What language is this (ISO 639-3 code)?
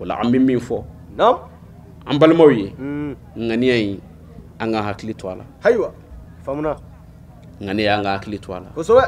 bam